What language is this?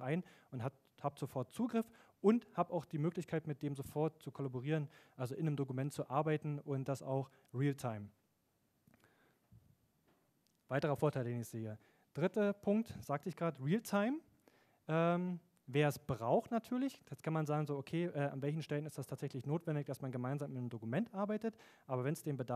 German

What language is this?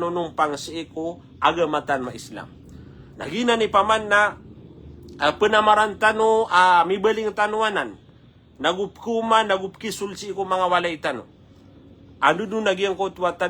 Maranao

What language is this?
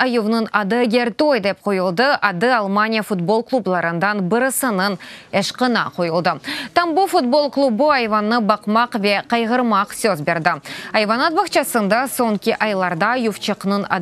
Crimean Tatar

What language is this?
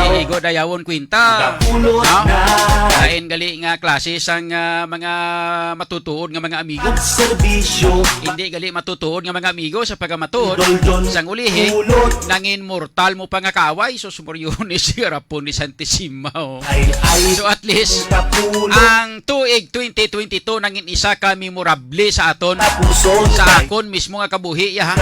Hiligaynon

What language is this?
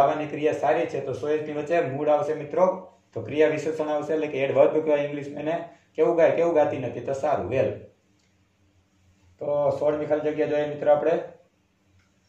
Gujarati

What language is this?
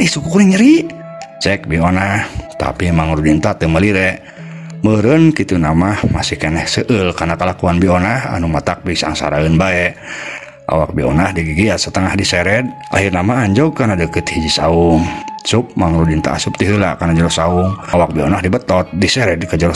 Sundanese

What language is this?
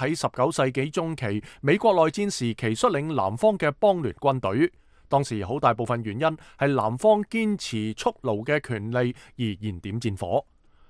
Cantonese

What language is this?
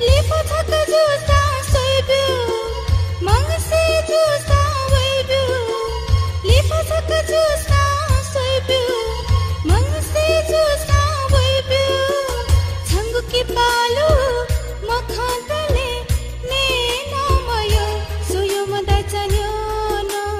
Newari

